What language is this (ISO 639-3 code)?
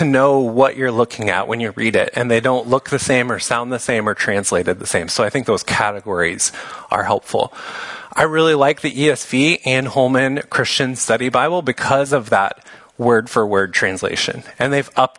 eng